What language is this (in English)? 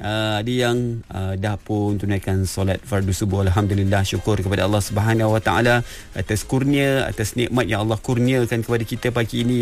Malay